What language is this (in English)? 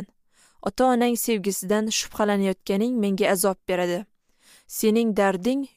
Uzbek